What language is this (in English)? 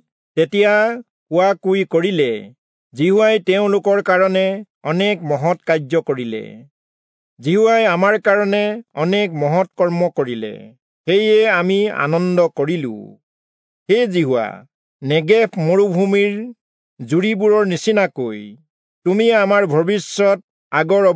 Assamese